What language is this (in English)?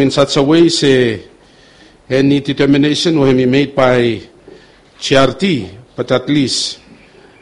Bislama